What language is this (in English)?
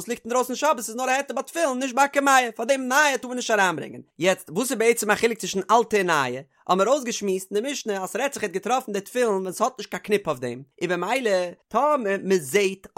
Yiddish